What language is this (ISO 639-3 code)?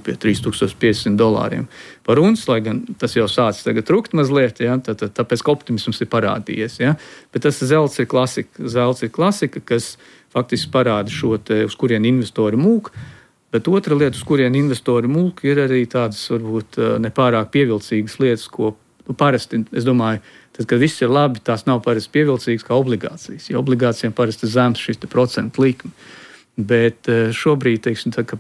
lav